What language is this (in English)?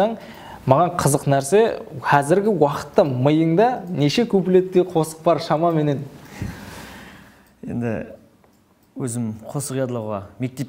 Kara-Kalpak